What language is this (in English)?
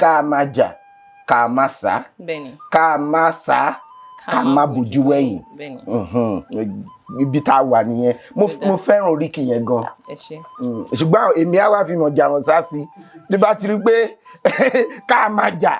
Yoruba